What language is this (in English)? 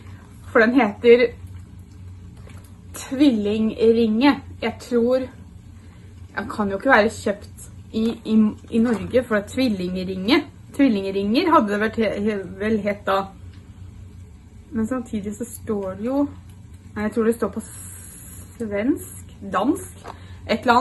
Norwegian